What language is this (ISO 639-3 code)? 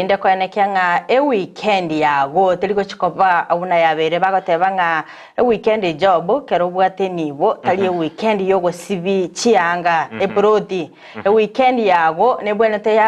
guz